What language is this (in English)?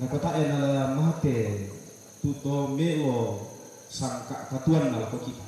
Toraja-Sa'dan